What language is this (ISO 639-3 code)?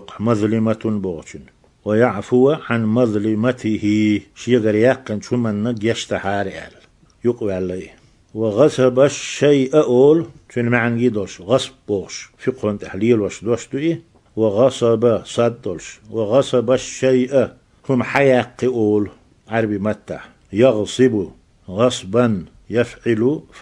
che